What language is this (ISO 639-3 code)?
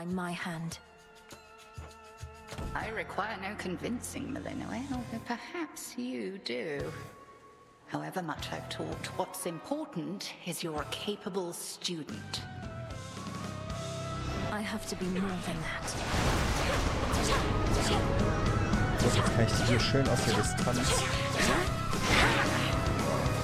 deu